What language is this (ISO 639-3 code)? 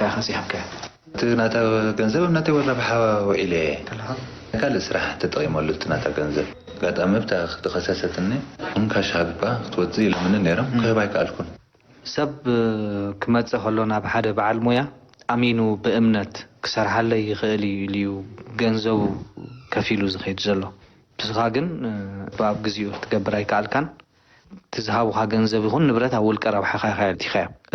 tir